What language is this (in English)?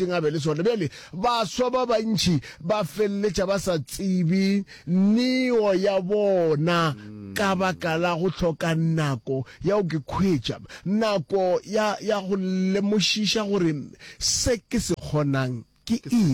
Northern Sotho